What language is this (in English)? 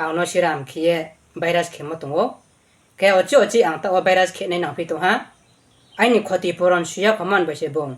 Riang (India)